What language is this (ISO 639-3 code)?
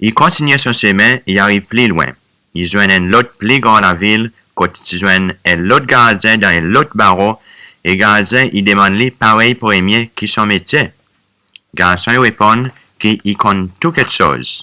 crs